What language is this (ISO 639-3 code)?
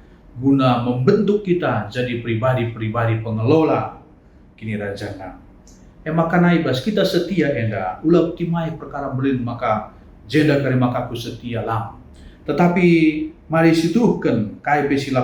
btx